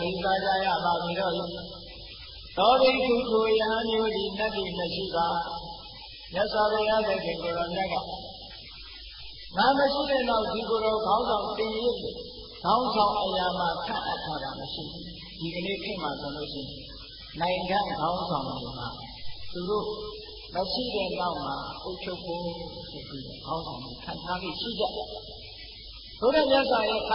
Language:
Burmese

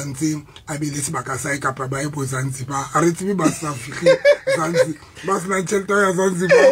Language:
Southern Sotho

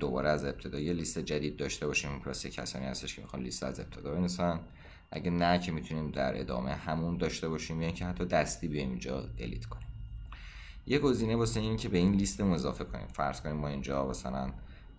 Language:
Persian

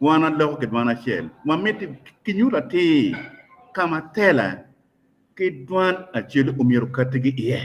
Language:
Acoli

